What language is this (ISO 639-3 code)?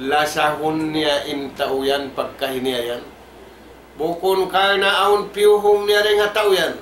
tsg